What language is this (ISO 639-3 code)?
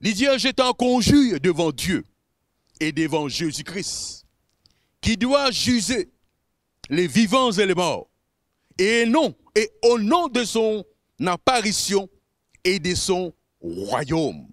mfe